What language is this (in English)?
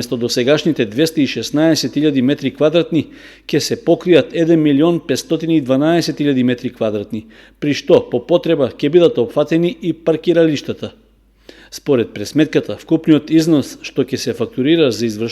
Macedonian